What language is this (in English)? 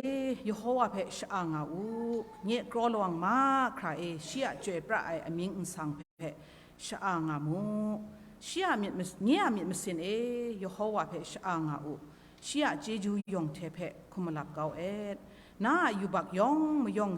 Kachin